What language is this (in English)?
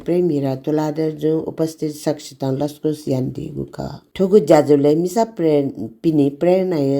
Newari